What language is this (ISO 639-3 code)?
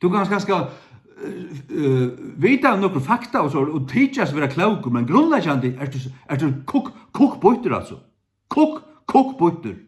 fao